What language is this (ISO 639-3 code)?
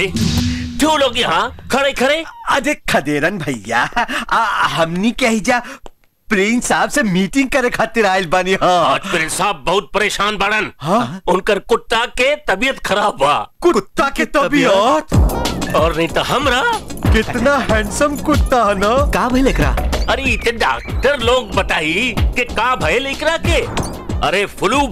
bho